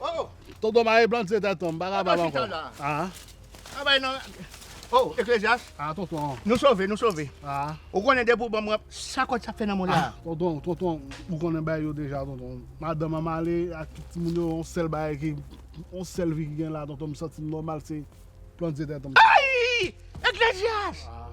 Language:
Haitian Creole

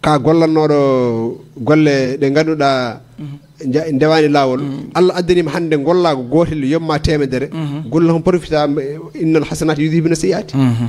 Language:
Fula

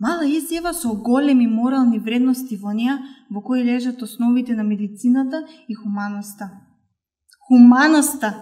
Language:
Macedonian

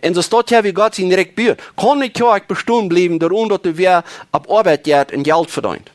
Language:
Plautdietsch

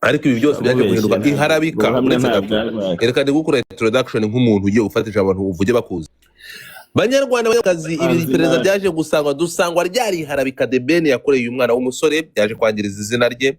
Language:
Kinyarwanda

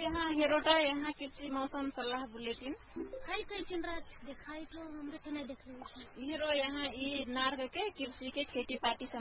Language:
Bhojpuri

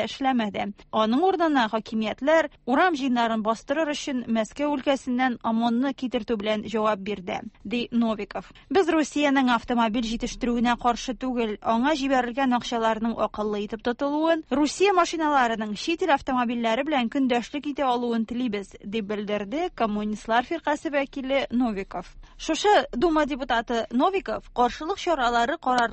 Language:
Tatar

